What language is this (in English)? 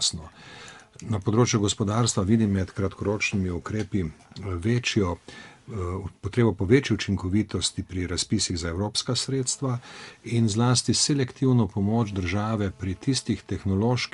Slovenian